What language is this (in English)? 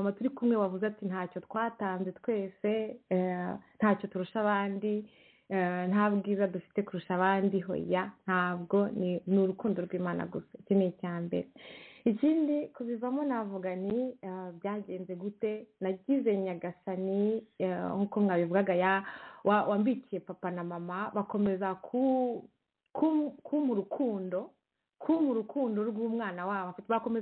Kinyarwanda